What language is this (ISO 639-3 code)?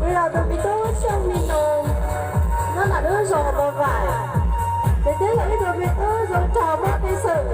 hmn